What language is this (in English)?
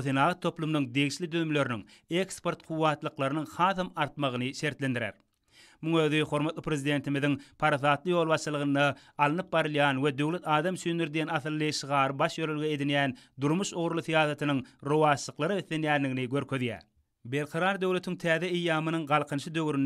Turkmen